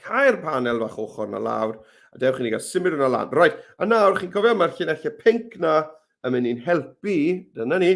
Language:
Welsh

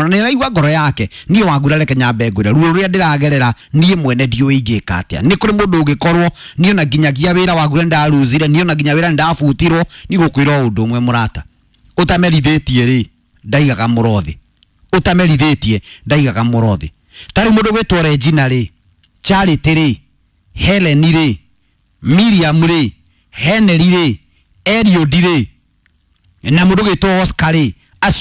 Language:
Kikuyu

